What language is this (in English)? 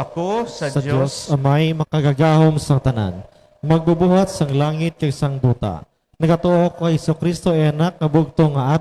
Hiligaynon